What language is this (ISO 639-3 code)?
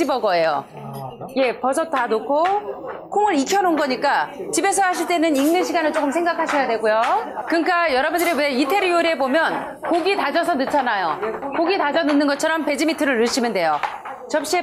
kor